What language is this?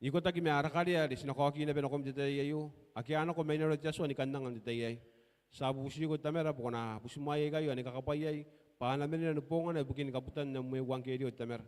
Gilbertese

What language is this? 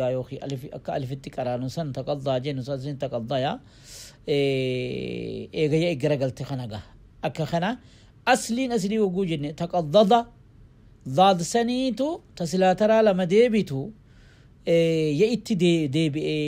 Oromo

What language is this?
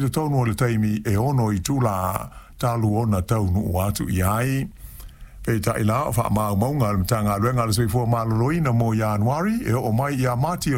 Samoan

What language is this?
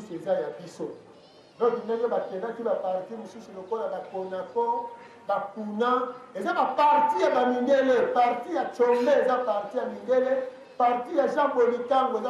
Lingala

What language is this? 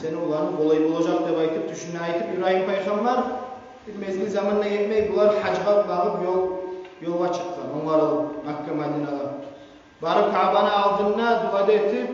Kumyk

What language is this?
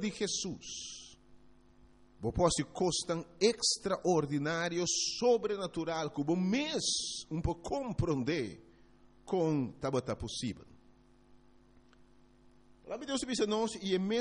Papiamento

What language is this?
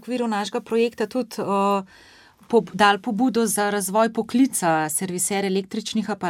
Slovenian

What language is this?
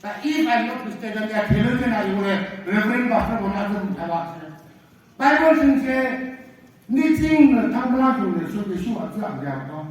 Naga Pidgin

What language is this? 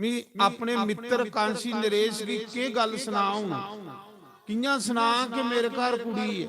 Dogri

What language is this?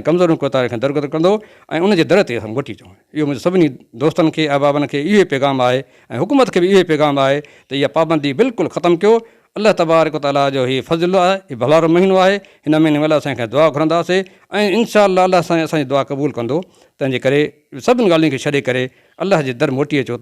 Sindhi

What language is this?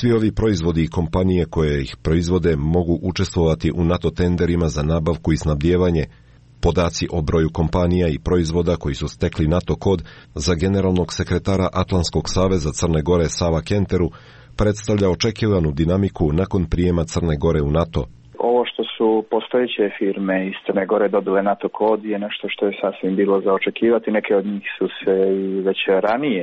Croatian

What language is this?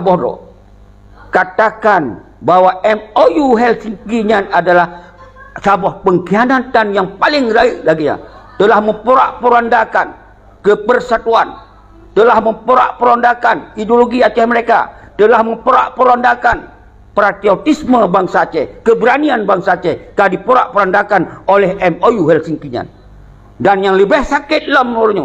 Achinese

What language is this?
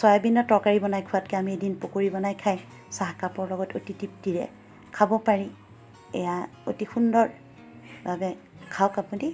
Assamese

